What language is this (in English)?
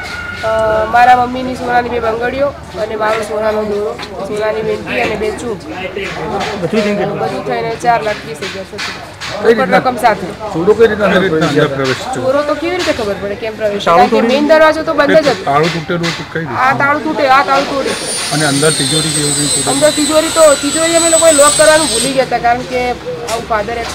Gujarati